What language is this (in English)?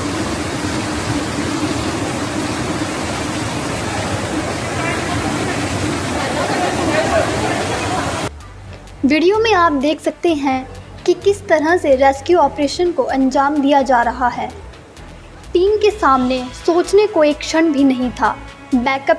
Hindi